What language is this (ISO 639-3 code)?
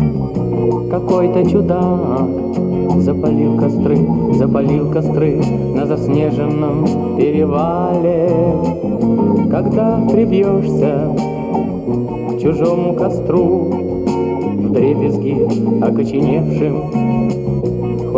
rus